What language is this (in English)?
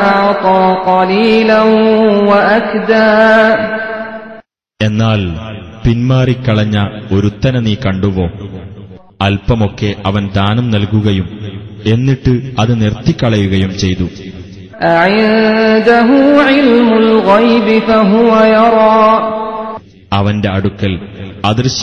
Malayalam